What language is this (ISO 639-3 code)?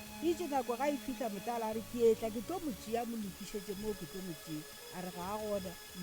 nso